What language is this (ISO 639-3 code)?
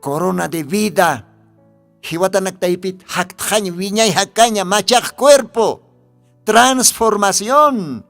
aym